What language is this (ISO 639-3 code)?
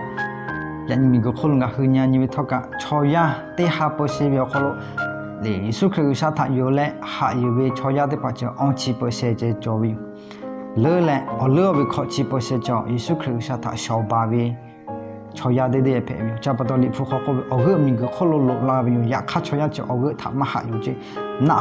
lhu